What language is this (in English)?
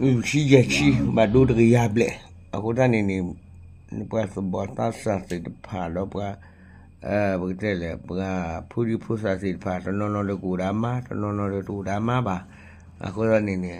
S'gaw Karen